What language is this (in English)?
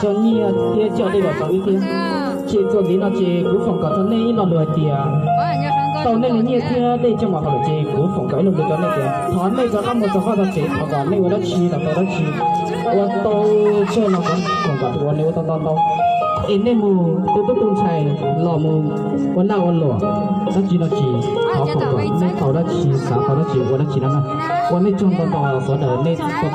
Hmong